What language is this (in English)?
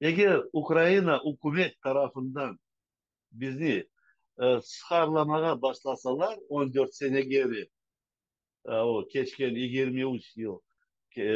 Crimean Tatar